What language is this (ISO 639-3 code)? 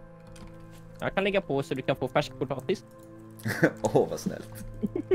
swe